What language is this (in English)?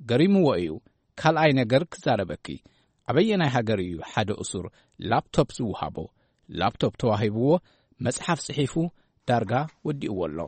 Tigrinya